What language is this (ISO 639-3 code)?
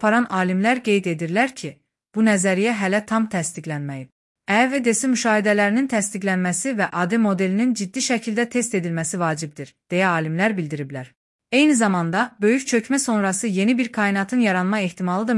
aze